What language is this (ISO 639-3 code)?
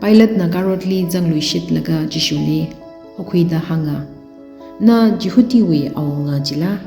nmf